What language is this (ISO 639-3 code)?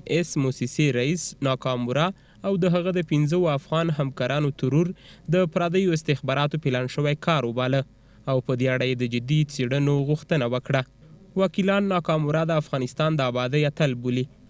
pus